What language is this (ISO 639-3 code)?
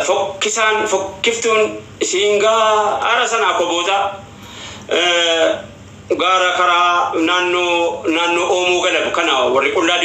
orm